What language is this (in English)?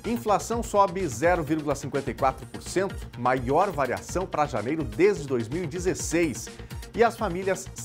Portuguese